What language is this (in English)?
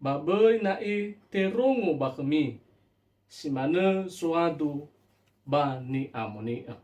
Nias